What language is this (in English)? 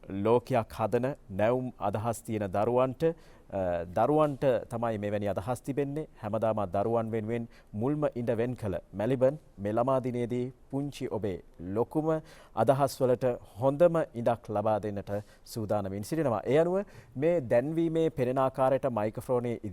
Sinhala